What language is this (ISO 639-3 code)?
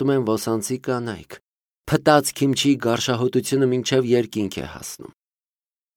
hye